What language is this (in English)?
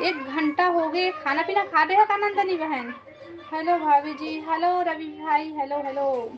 Chhattisgarhi